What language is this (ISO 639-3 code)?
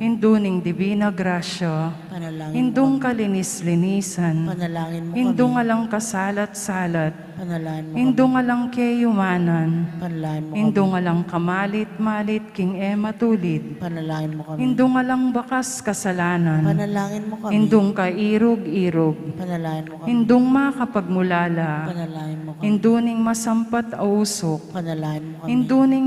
pam